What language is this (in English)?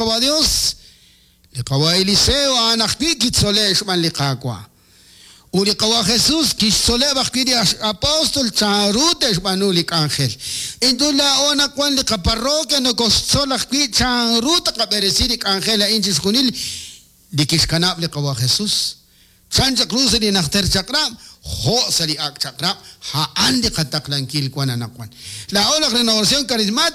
Kekchí